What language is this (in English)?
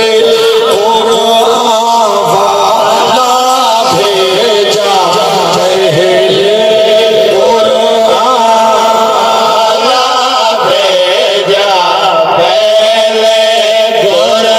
Saraiki